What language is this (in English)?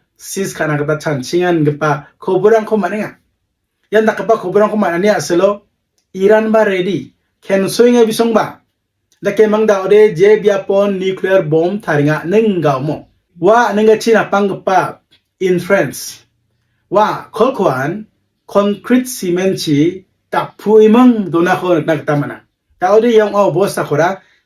Garo